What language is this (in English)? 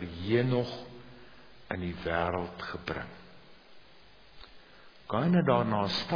Afrikaans